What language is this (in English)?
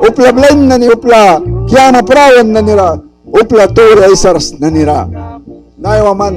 Mískito